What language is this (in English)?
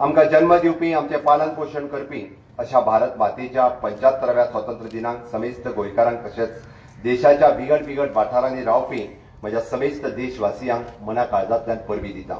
Konkani